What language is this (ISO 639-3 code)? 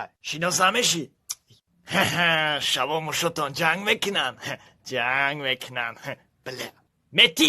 tgk